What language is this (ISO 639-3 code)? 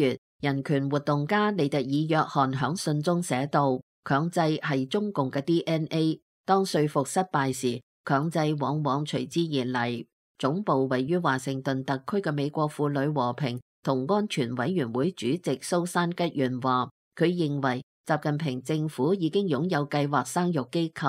yue